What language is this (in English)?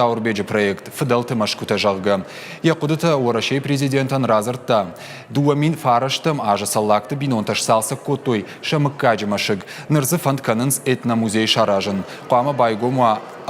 Ossetic